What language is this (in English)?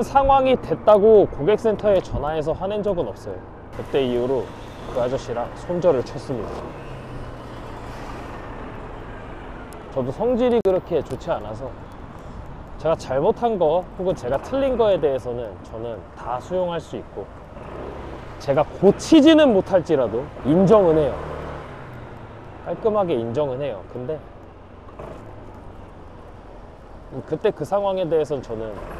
Korean